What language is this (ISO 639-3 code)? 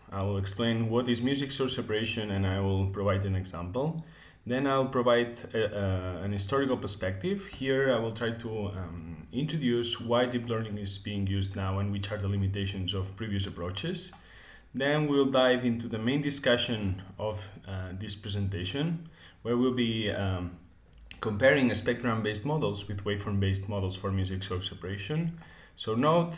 eng